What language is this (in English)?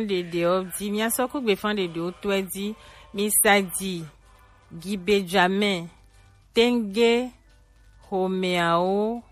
Gen